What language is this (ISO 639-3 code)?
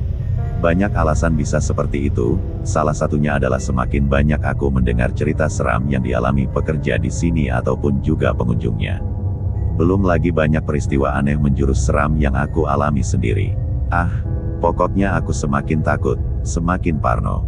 ind